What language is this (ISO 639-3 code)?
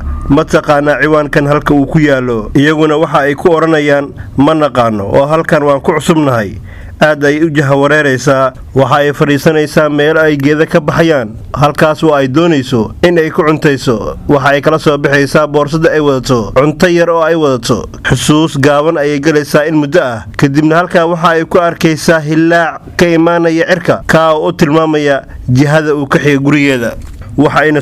som